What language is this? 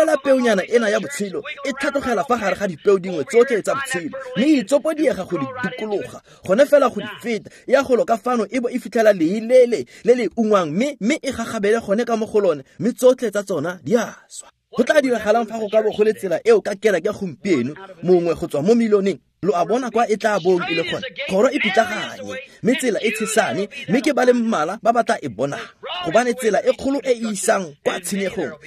Tswana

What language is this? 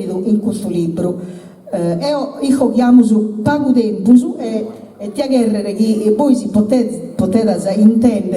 Sardinian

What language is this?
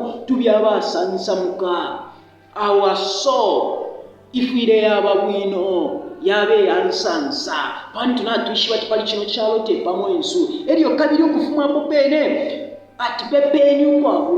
Bemba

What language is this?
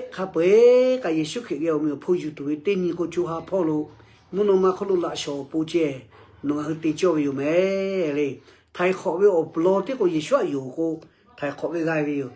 Lahu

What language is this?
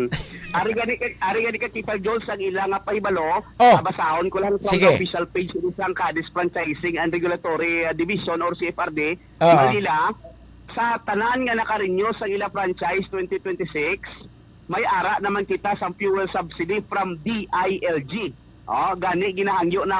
Hiligaynon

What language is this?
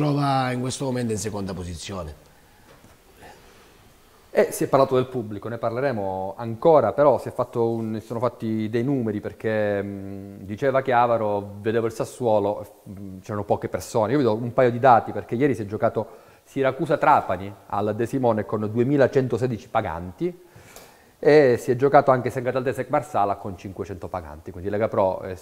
Italian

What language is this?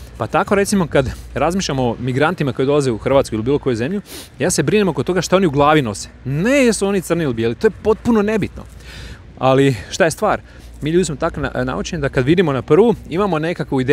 Croatian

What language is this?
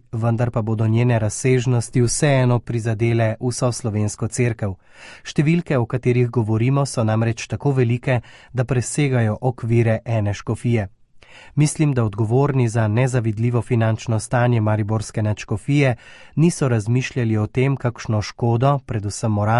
Slovenian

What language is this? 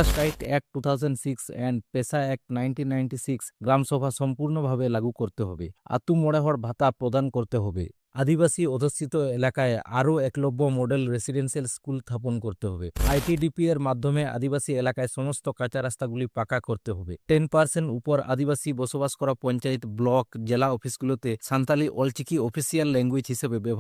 Santali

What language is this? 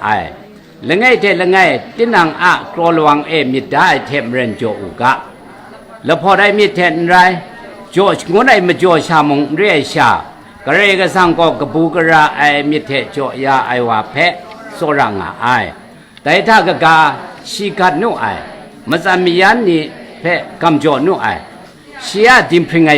Kachin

